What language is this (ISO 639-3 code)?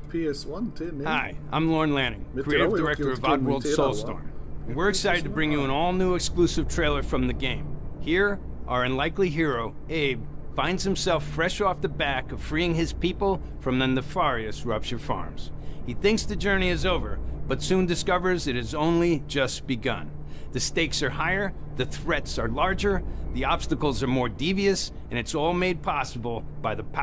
mri